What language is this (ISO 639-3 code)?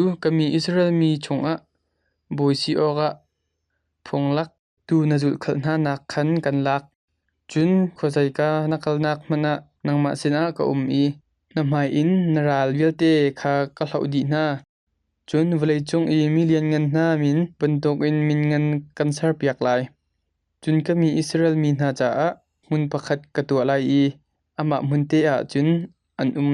cnh